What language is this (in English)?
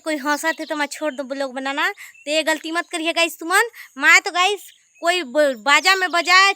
Chhattisgarhi